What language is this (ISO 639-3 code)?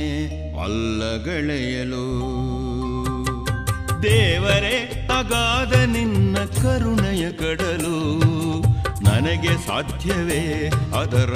kan